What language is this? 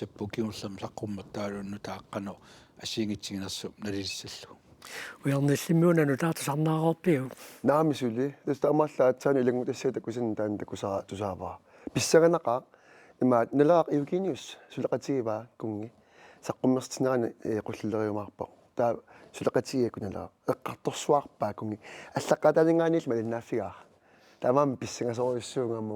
Kalaallisut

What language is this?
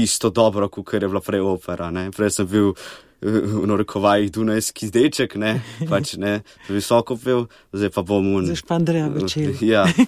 Slovenian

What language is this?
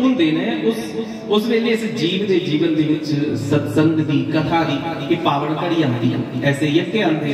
Dogri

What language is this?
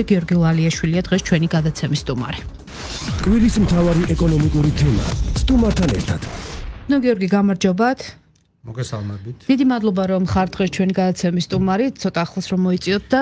Georgian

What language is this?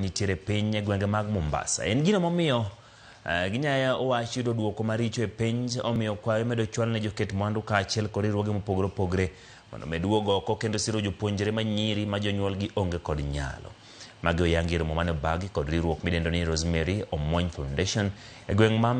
Luo (Kenya and Tanzania)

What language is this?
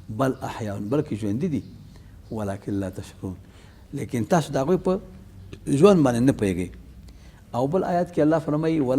Pashto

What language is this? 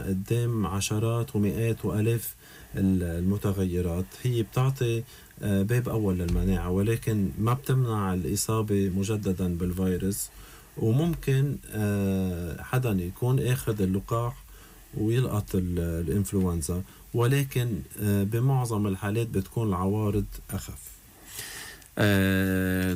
North Levantine Arabic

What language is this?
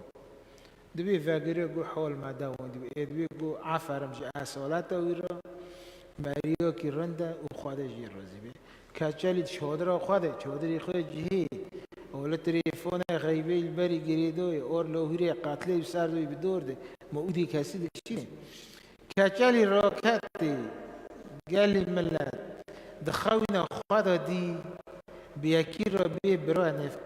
Kurdish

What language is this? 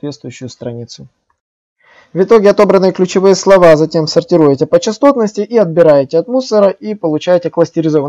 Russian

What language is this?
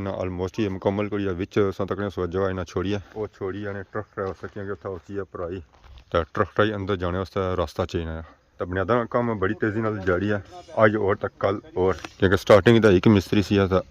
Pahari-Potwari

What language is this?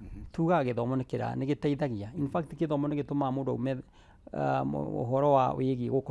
Kikuyu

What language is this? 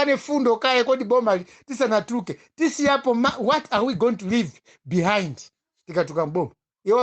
Nyanja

